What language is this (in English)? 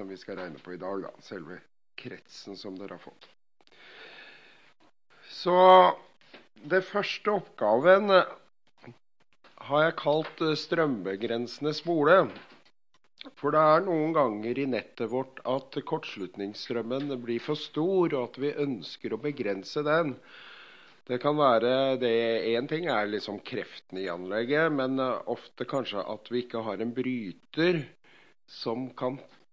Norwegian